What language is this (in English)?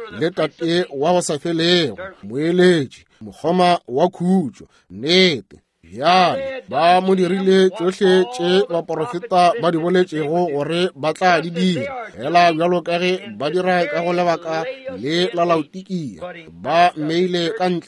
Northern Sotho